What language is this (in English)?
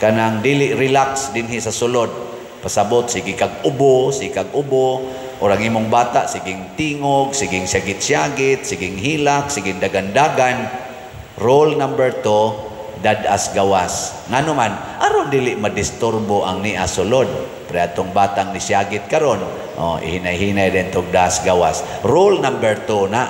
Cebuano